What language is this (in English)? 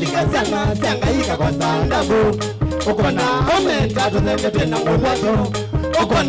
Kamba